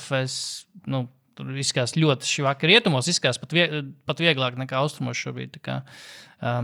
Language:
Latvian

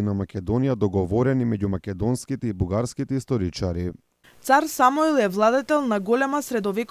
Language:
Macedonian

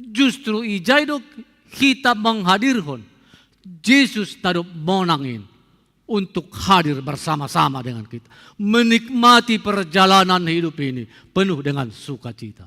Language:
Batak Simalungun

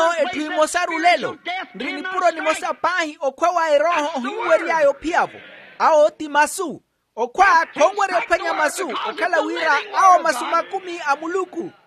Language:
Makhuwa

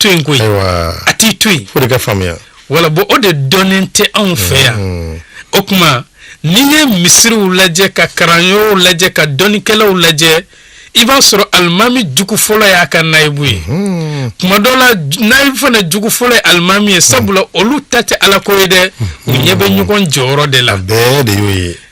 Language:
Bambara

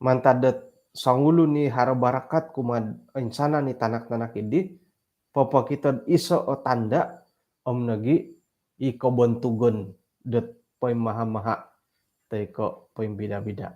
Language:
Central Dusun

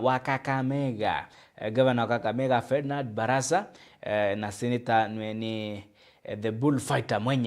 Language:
Meru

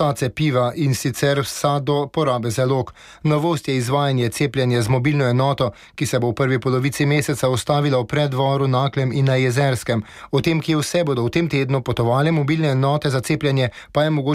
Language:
Slovenian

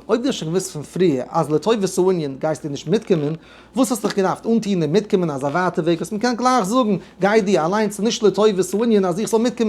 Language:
Yiddish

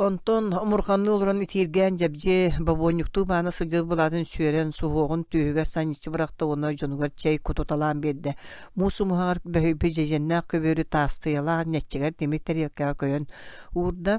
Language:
Yakut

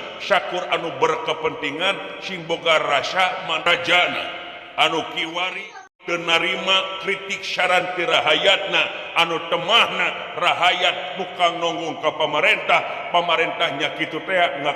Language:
Sundanese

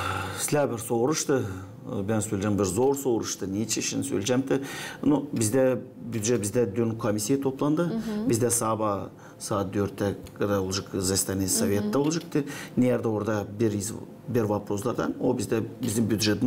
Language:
Gagauz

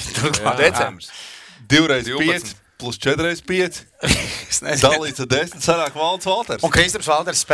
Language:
Latvian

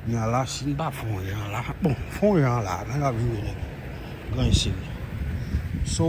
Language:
Haitian Creole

